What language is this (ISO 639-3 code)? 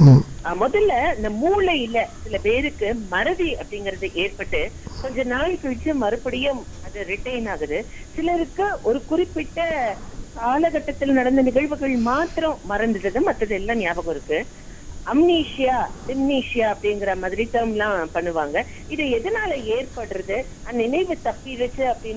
tam